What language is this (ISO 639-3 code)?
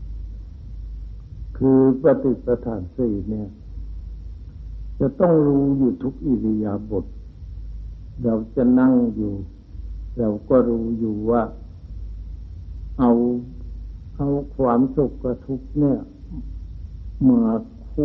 tha